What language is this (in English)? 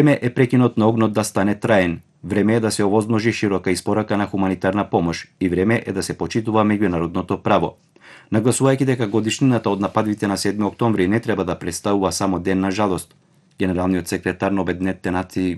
Macedonian